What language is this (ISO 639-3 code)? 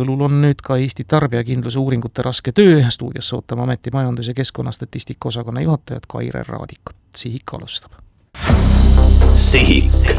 est